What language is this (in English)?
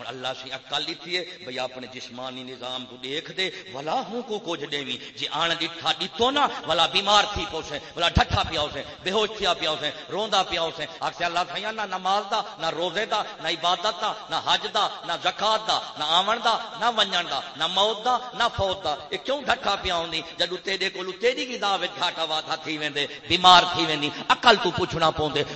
Saraiki